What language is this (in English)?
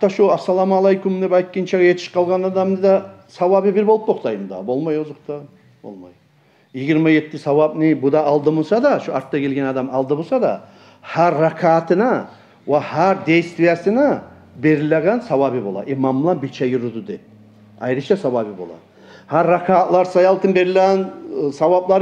Kumyk